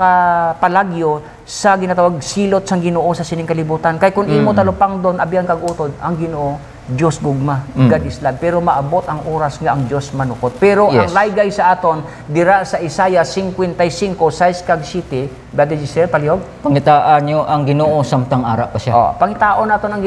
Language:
Hiligaynon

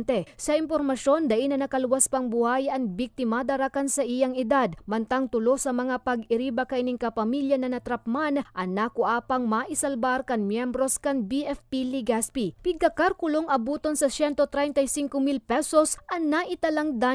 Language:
Bikol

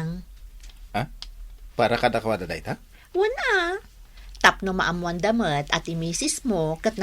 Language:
Iloko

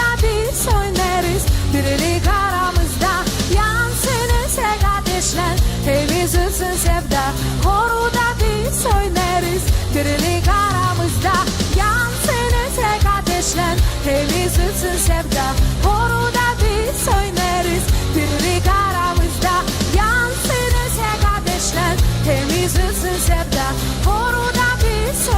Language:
Gagauz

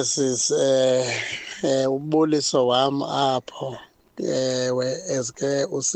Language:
Xhosa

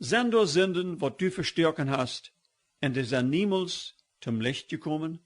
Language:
Plautdietsch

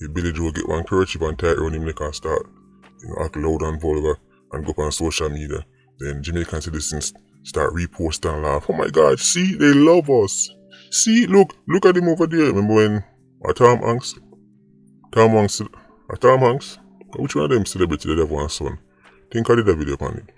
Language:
Jamaican Creole English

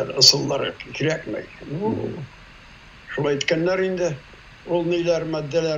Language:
Tatar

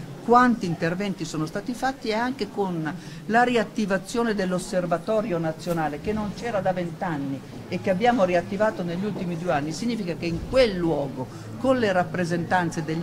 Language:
Italian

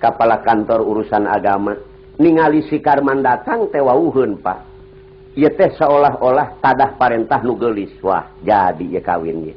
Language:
Sundanese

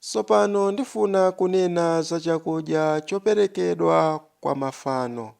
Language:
Nyanja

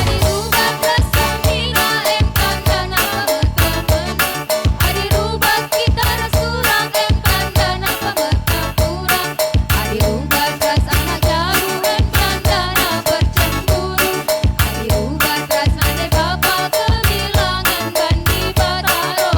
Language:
Batak Karo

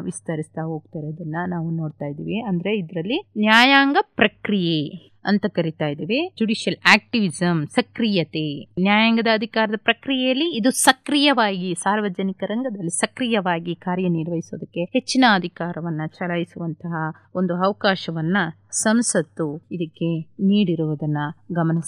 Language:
Kannada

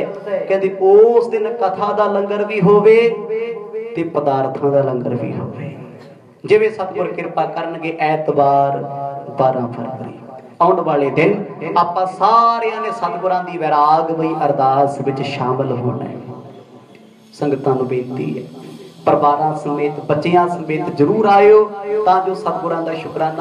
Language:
Punjabi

